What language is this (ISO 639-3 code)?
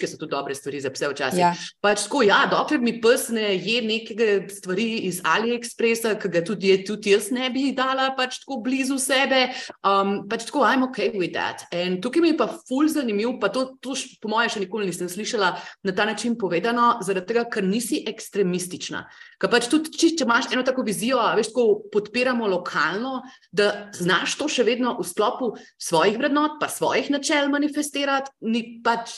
slv